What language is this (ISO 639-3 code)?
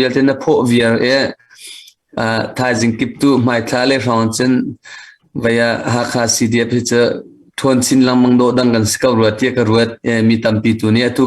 cnh